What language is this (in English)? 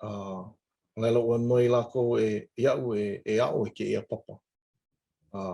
Hawaiian